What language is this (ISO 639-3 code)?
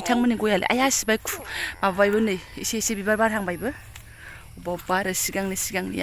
brx